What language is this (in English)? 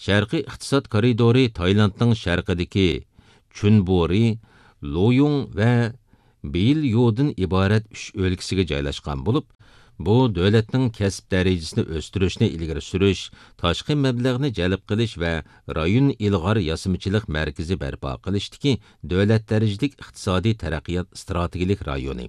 Uyghur